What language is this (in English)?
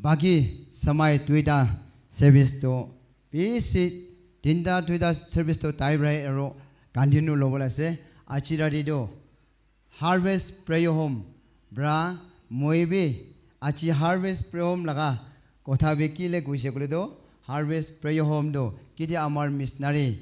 Naga Pidgin